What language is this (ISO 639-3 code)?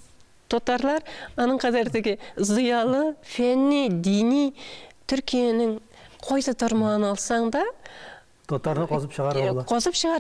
tat